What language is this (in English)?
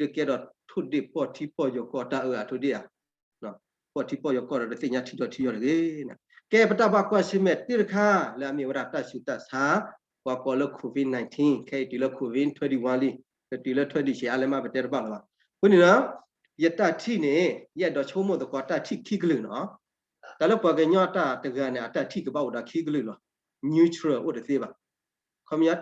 S'gaw Karen